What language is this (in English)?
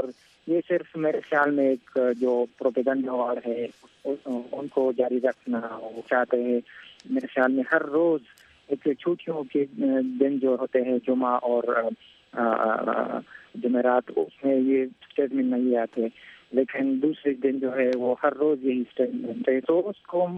Urdu